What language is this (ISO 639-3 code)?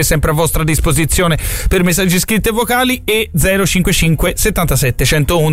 ita